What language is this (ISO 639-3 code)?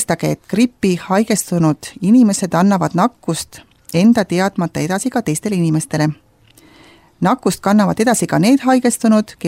est